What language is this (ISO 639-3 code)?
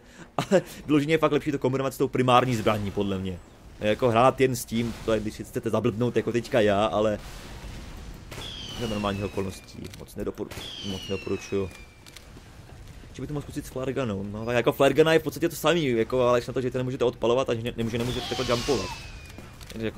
ces